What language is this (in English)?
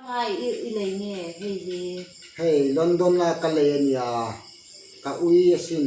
Hmar